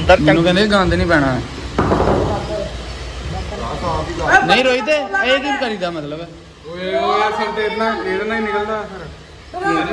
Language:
Punjabi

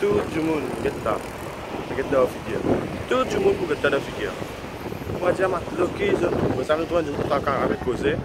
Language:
Morisyen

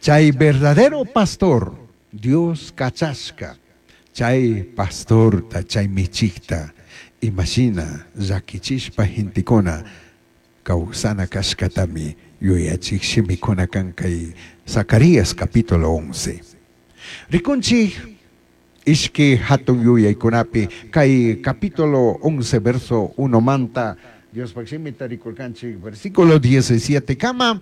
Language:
Chimborazo Highland Quichua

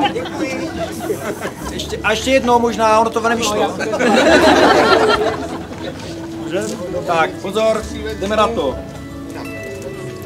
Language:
Czech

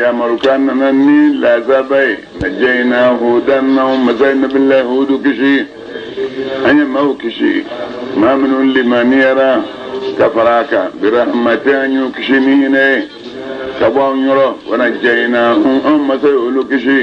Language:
Bambara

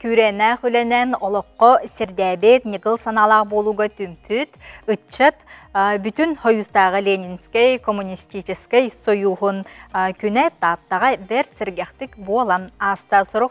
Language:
Yakut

